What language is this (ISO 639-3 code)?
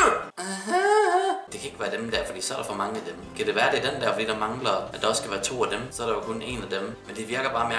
dan